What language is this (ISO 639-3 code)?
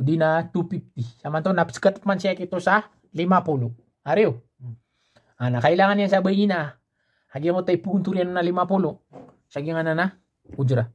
mrw